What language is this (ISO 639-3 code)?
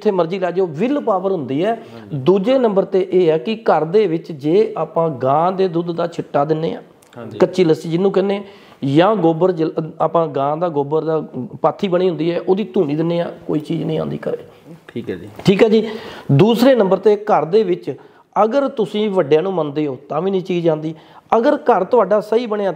pan